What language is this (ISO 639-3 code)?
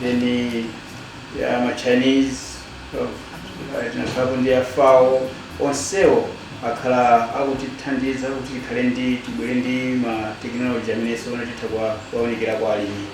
nya